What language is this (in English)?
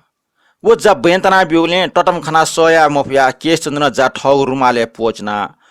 Newari